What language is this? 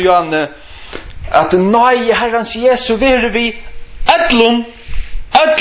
Faroese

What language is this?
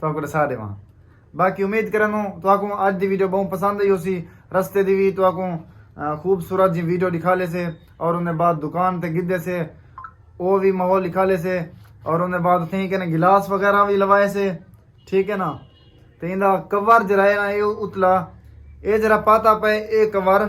Saraiki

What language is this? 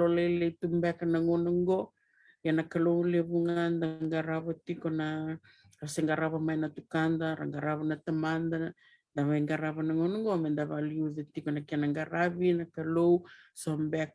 Fijian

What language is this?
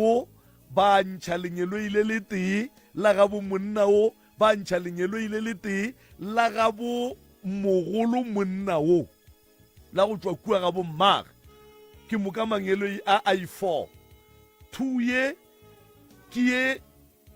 Northern Sotho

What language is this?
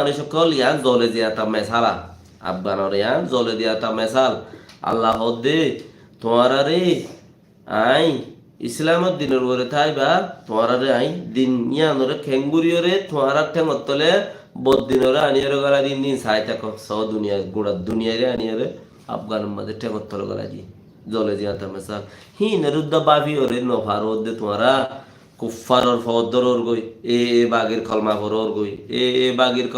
Rohingya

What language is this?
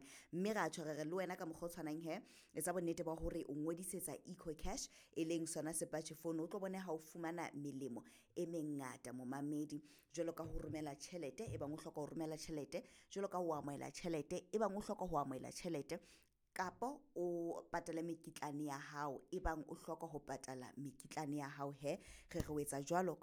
Southern Sotho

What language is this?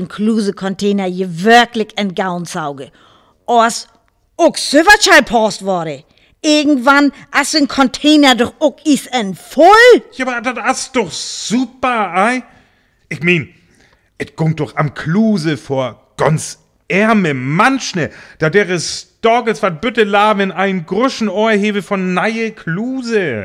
Northern Frisian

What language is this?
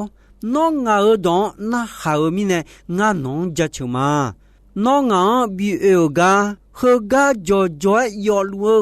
Akha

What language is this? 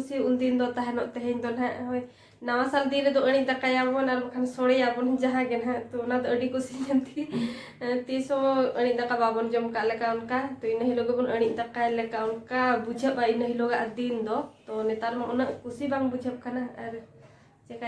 Santali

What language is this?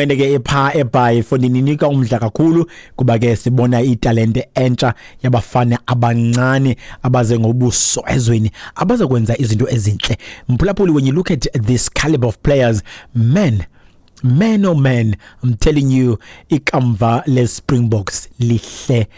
Xhosa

